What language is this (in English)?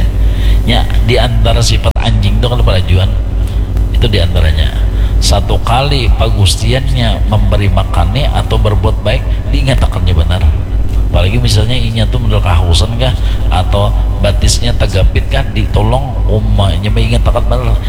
Banjar